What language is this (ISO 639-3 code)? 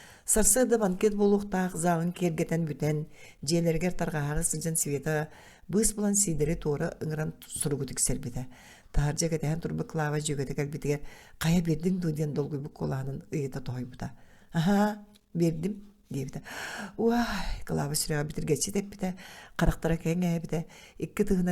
sah